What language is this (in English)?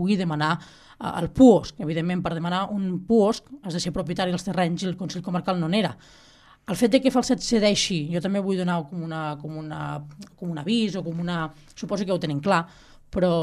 Catalan